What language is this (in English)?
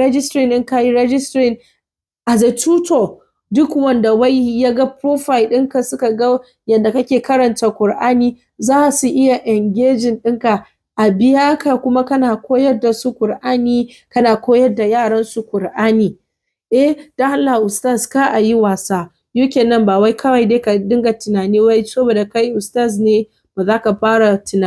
Hausa